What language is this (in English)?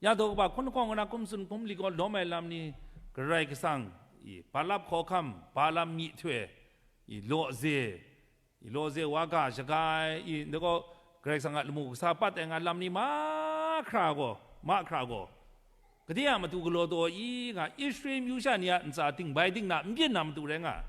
Kachin